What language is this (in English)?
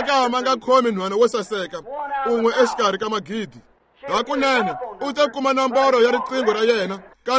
Tsonga